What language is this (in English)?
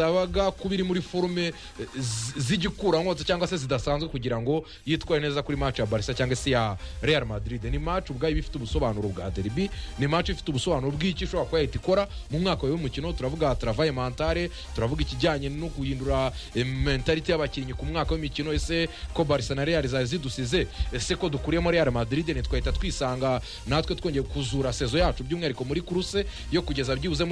Kinyarwanda